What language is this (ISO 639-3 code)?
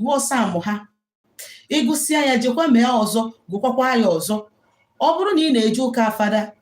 ibo